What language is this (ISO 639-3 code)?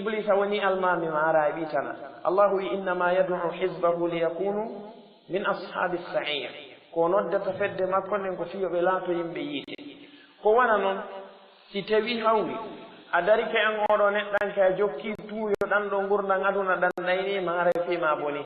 ful